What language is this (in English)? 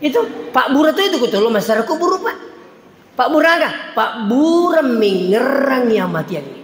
Buginese